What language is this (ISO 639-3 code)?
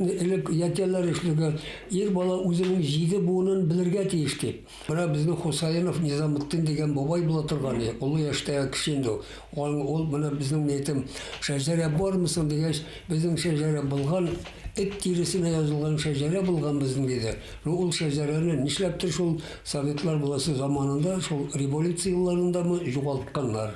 bak